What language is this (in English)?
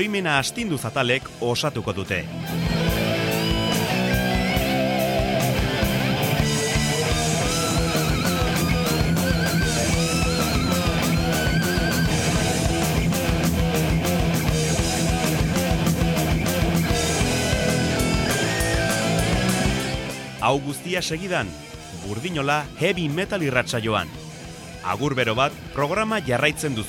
Basque